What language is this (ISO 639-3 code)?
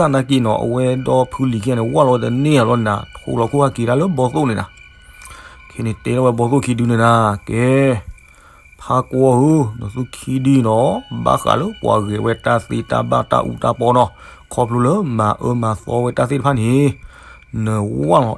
ksw